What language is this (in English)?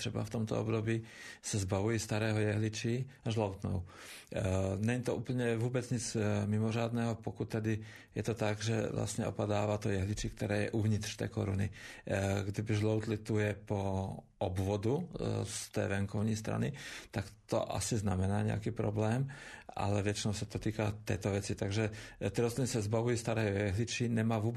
Czech